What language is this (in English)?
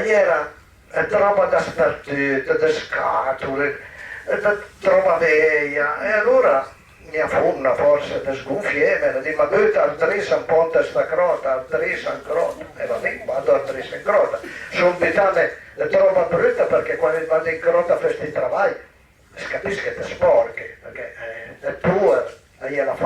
Piedmontese